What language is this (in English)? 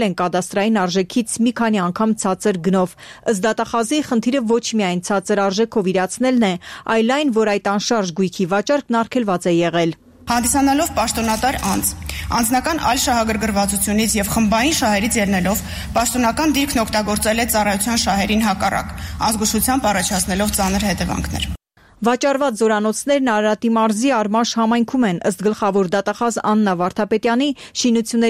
Armenian